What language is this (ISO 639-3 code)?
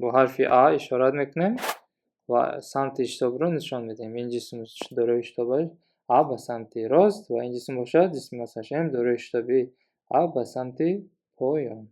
tgk